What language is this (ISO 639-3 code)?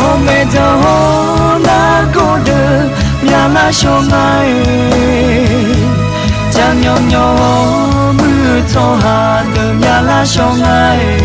ahk